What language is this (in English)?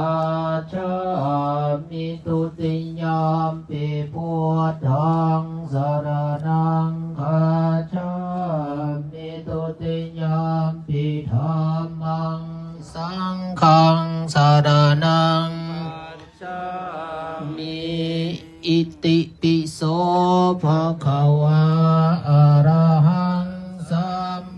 Pali